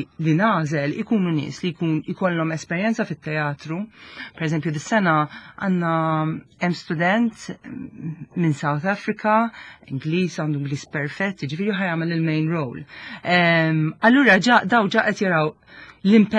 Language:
Maltese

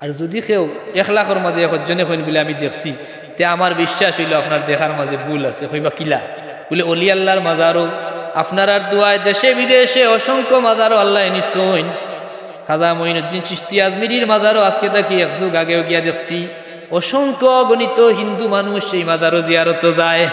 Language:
Sylheti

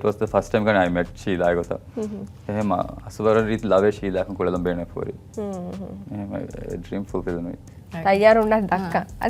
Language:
Divehi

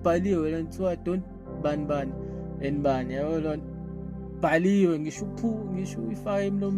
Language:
Zulu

